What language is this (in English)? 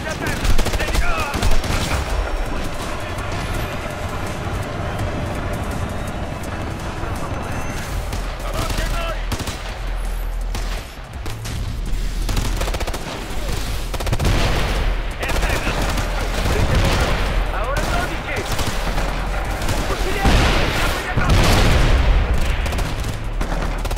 Italian